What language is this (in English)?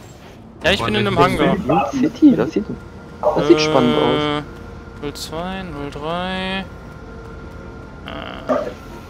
German